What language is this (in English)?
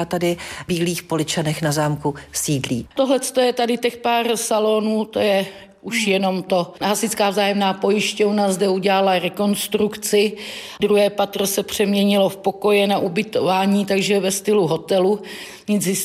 Czech